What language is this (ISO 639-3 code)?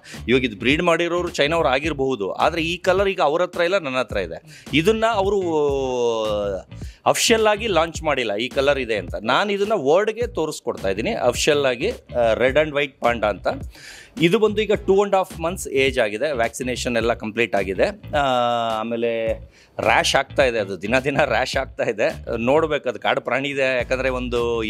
kan